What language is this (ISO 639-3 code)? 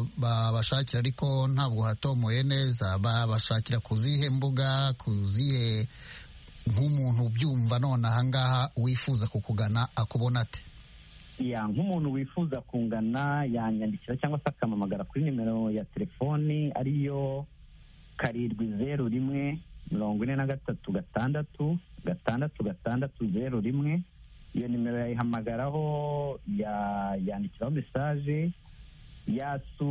kin